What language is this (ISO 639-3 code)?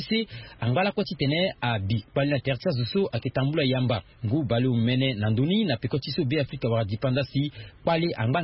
sag